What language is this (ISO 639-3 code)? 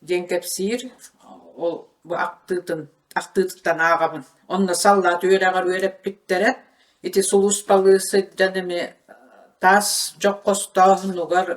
sah